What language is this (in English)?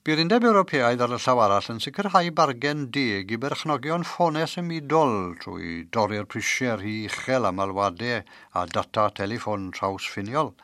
Welsh